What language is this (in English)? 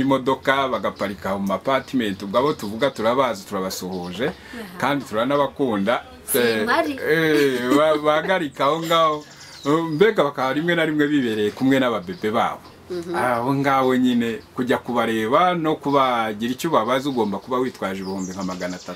Kinyarwanda